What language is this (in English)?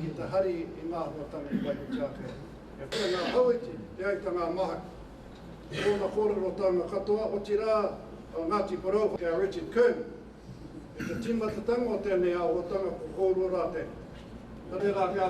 Māori